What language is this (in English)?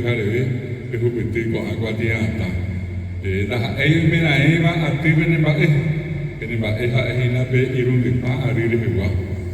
Guarani